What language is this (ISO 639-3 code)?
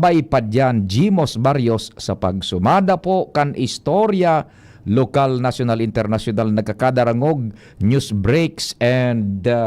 bik